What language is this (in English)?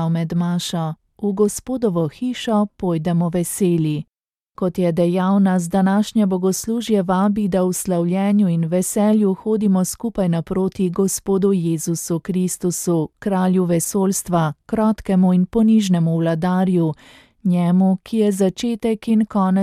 Slovenian